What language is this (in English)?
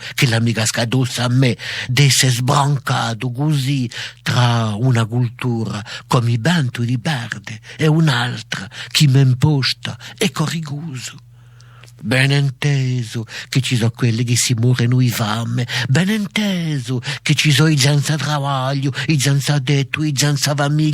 Corsican